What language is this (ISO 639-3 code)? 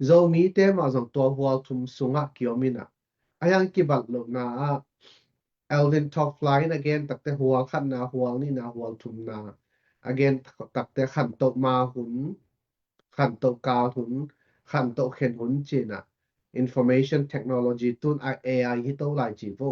ctd